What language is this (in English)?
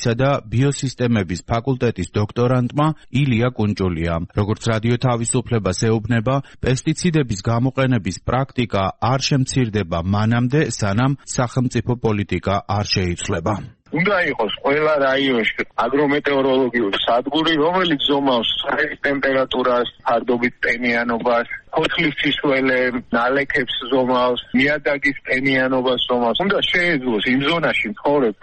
Georgian